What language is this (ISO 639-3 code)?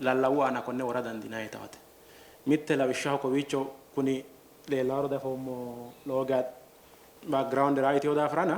sid